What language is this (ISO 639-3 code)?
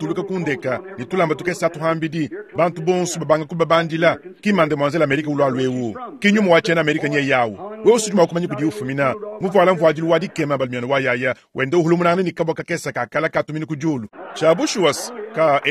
lua